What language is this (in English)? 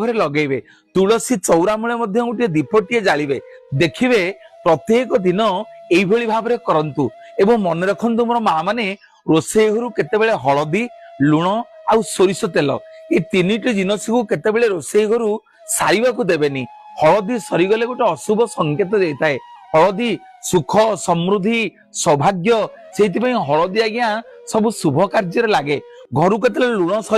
Odia